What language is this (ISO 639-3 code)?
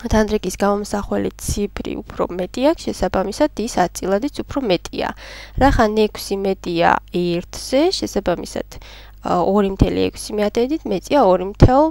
kat